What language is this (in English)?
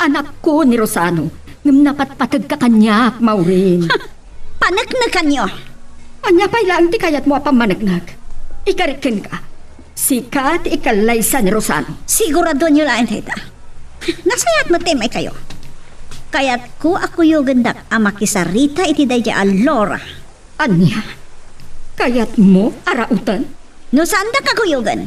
Iloko